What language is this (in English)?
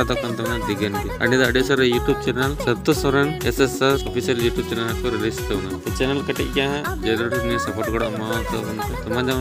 Santali